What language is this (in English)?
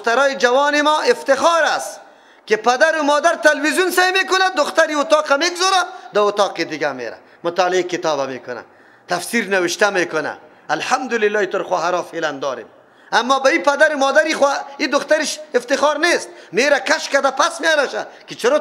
Persian